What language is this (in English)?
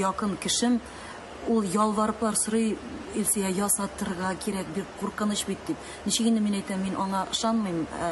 Tatar